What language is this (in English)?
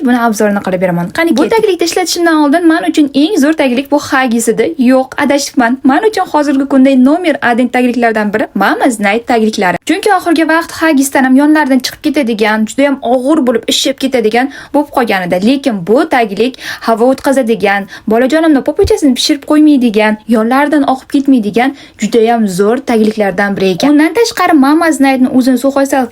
Uzbek